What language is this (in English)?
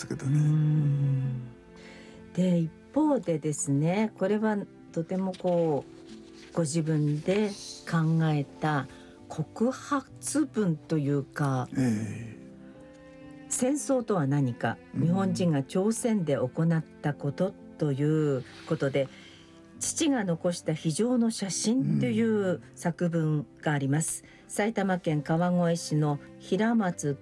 Japanese